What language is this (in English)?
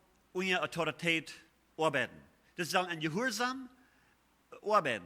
Plautdietsch